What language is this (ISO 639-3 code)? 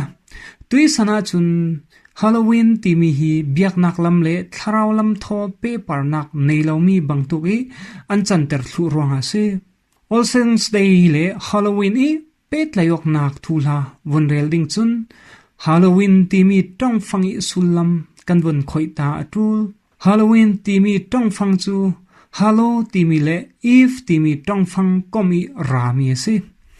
cfm